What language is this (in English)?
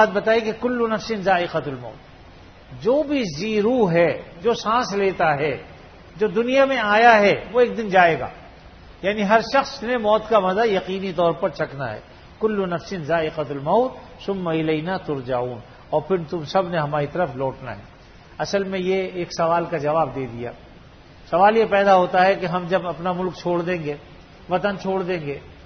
Urdu